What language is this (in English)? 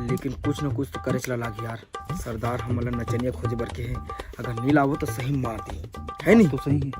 Chhattisgarhi